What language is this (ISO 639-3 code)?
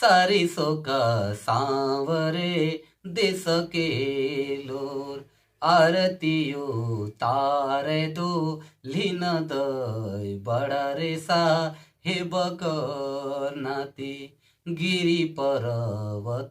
sck